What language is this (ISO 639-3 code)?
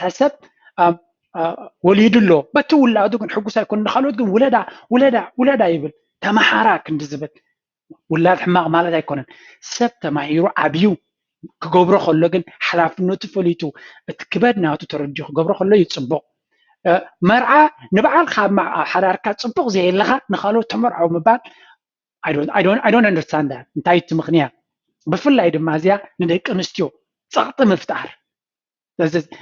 tir